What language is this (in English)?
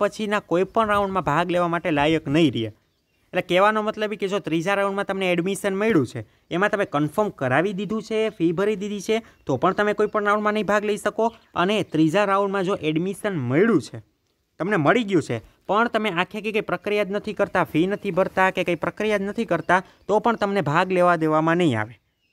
Gujarati